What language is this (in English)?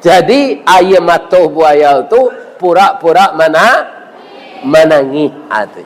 Minangkabau